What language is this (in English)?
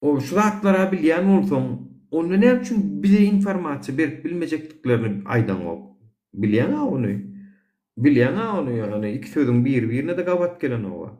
Turkmen